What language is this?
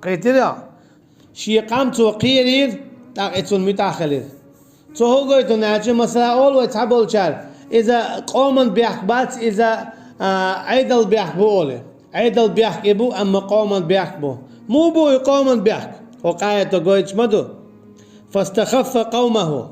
Chechen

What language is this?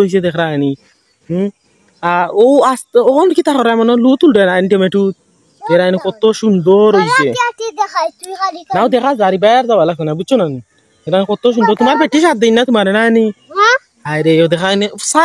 Sylheti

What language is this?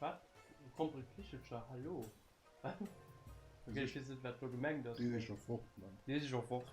Luxembourgish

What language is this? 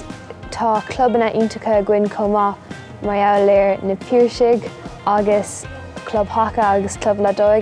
Irish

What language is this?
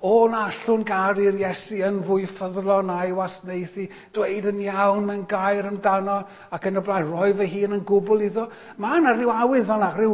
Welsh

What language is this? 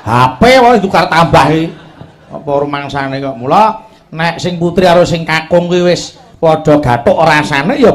Javanese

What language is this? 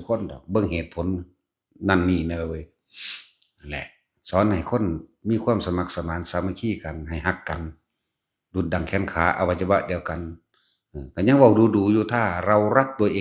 Northeastern Thai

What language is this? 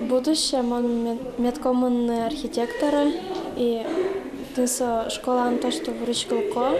Udmurt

